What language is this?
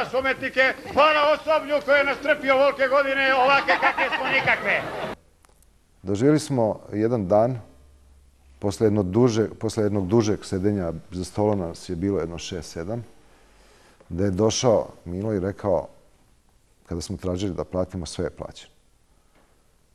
Serbian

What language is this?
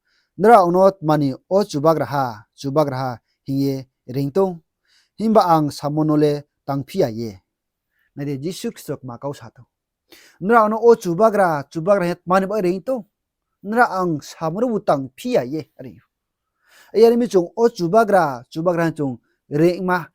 Riang (India)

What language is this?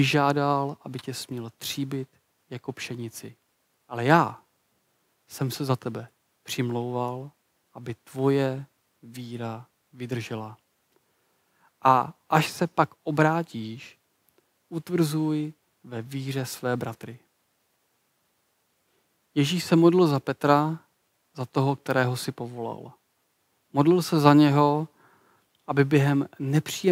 Czech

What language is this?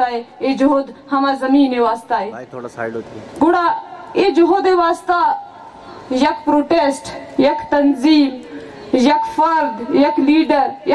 Baluchi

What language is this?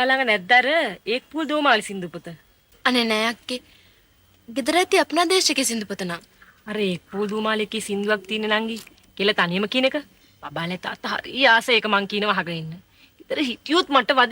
Sinhala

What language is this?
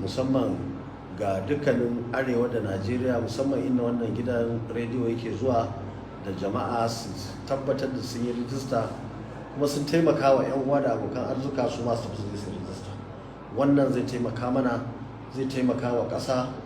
Hausa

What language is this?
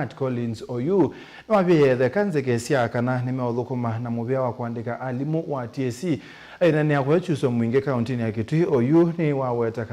Kamba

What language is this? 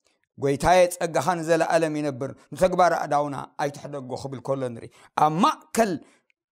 Tigrinya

